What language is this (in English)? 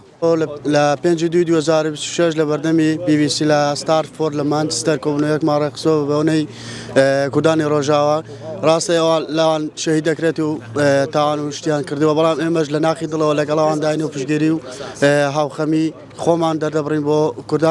Central Kurdish